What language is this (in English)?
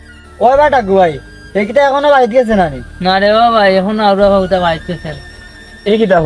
Sylheti